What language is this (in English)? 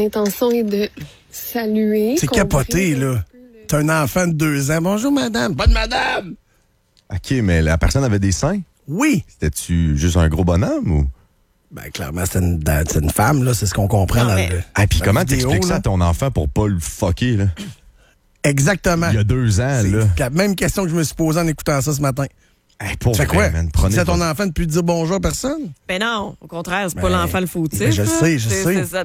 French